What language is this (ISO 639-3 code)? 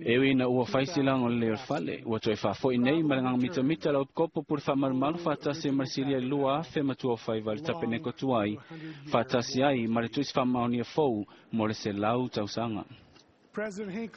smo